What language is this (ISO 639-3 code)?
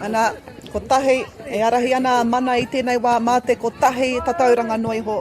mri